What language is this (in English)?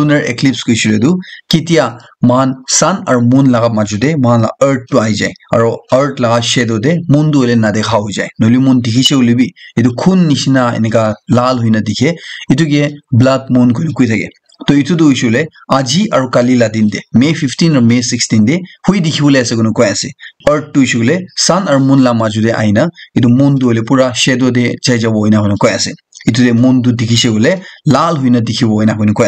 Naga Pidgin